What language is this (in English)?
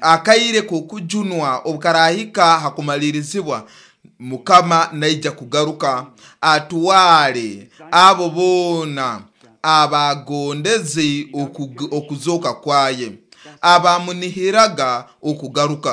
Nyoro